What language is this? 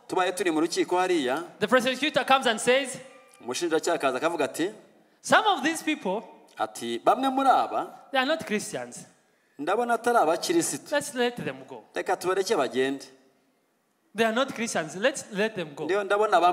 Kinyarwanda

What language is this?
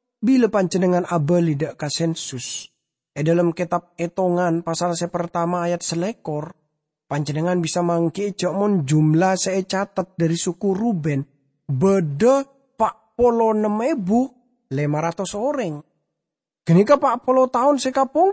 Madurese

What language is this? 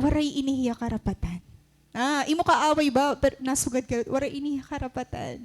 Waray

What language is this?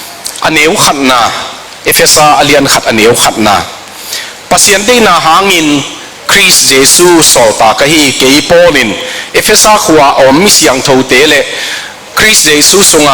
Tedim Chin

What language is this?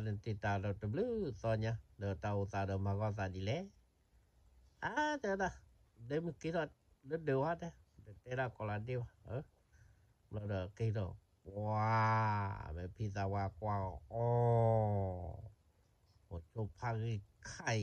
S'gaw Karen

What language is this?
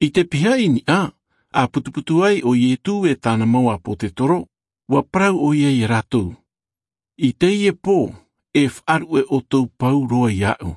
Tahitian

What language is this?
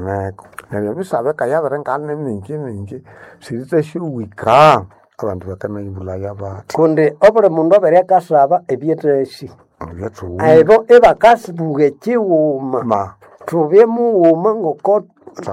Nande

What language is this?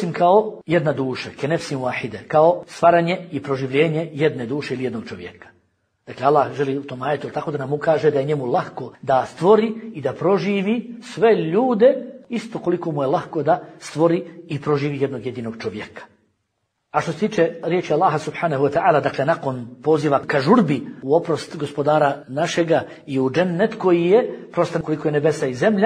Bosnian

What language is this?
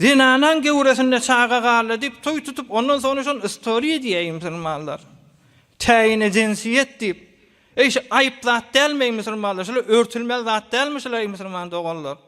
Turkmen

